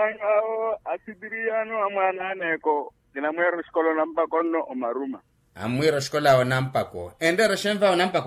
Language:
Makhuwa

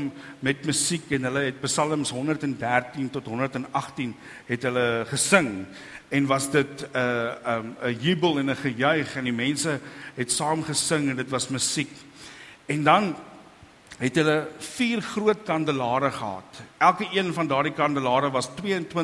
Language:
Afrikaans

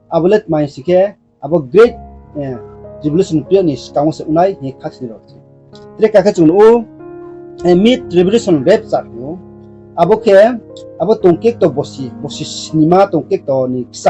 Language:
Riang (India)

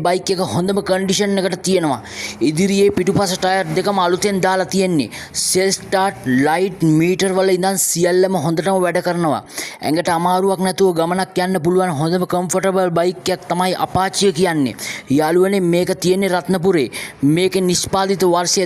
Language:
Sinhala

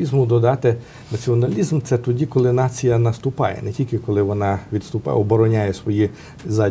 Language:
Ukrainian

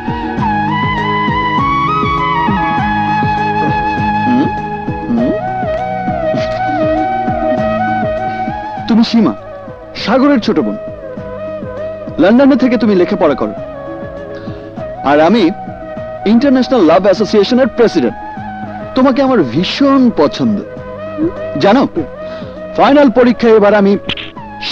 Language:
Bangla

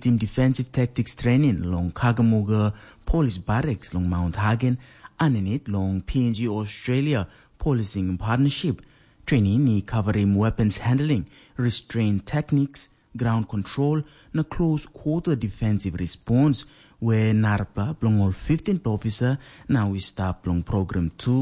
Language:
Tok Pisin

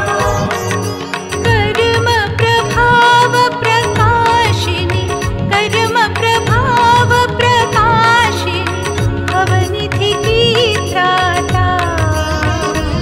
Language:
Hindi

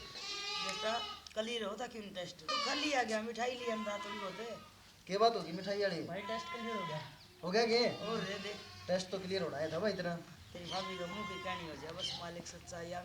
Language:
Haryanvi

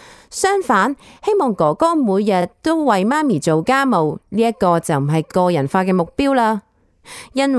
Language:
Cantonese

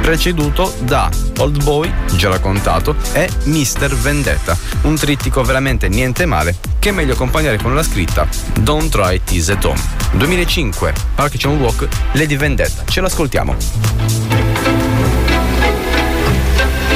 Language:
Italian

